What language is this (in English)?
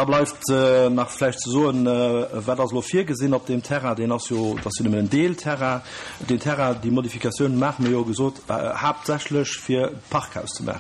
Luxembourgish